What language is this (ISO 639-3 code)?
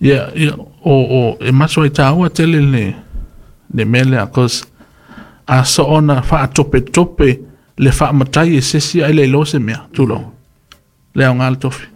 smo